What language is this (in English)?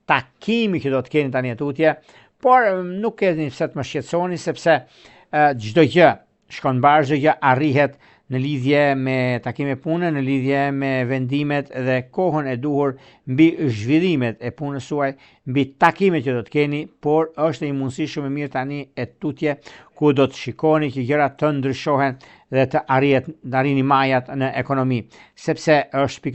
Albanian